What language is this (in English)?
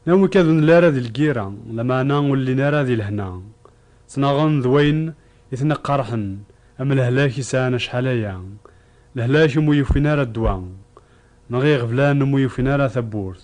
Kabyle